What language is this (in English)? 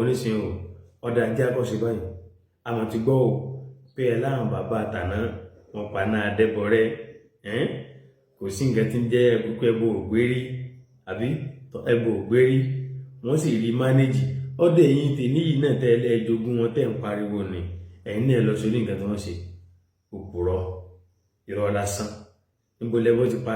Yoruba